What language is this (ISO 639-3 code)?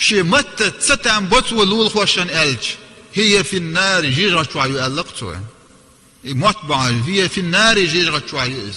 che